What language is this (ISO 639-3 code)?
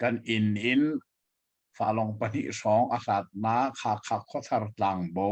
cnh